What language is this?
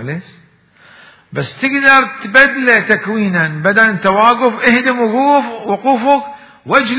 Mesopotamian Arabic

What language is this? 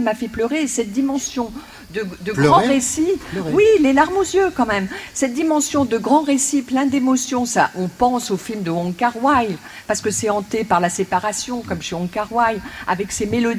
French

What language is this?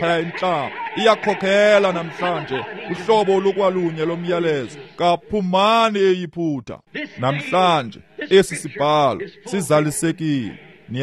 Xhosa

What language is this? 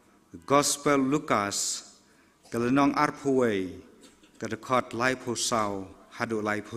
Khasi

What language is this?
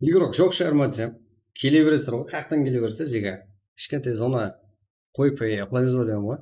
Kara-Kalpak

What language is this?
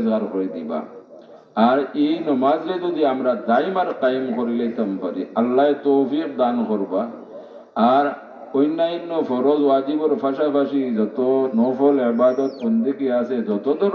Sylheti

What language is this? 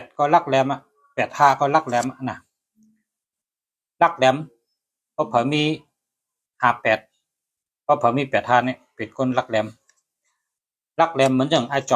Shan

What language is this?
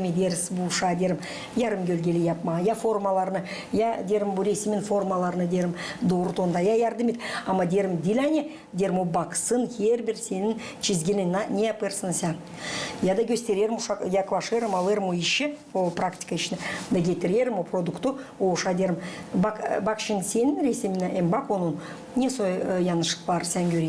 Gagauz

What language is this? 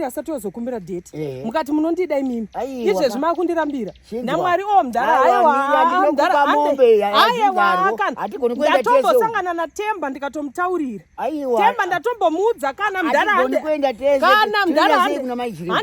Shona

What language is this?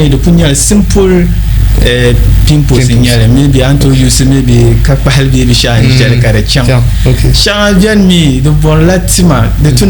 Dagbani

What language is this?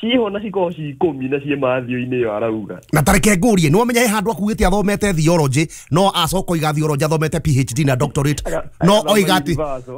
Kikuyu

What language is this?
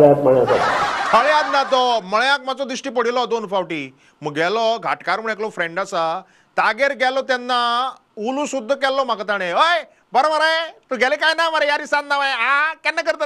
Konkani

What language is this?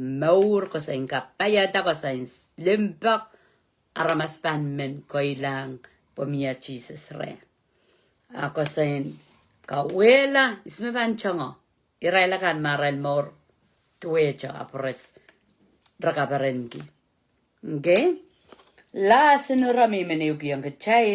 Pohnpeian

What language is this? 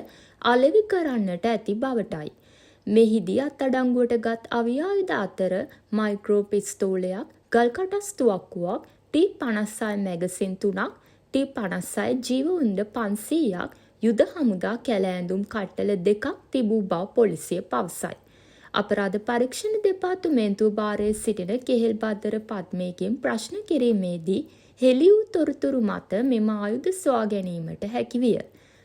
Sinhala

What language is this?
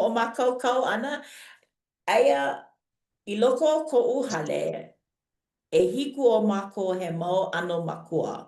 Hawaiian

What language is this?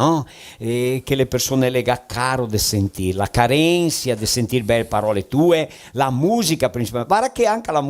Venetian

